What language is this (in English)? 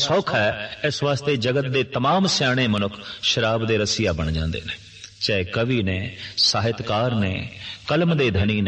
Punjabi